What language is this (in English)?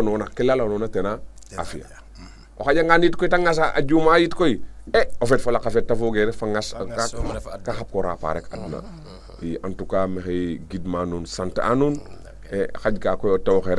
Serer